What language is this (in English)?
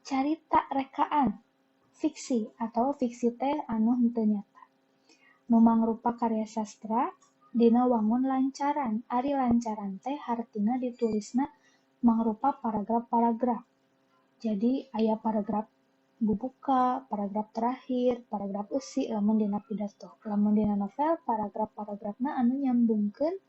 Sundanese